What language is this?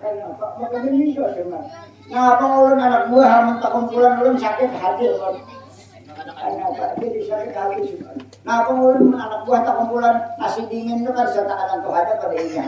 Banjar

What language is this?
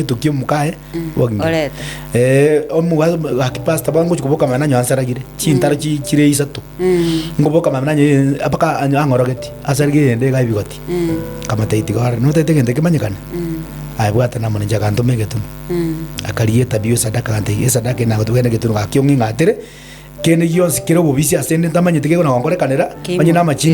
Gusii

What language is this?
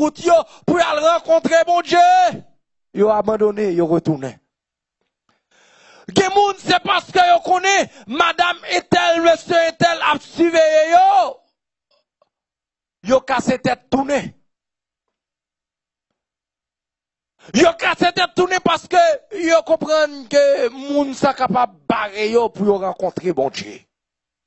French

